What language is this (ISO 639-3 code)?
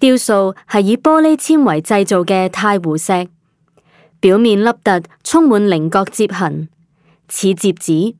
yue